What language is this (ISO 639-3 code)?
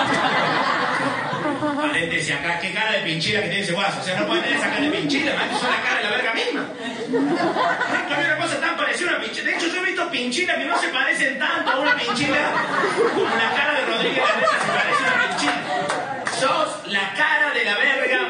spa